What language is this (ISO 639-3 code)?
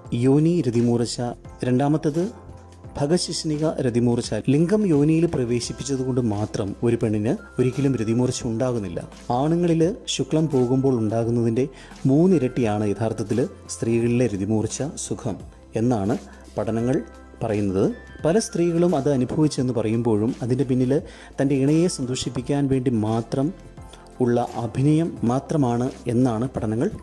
mal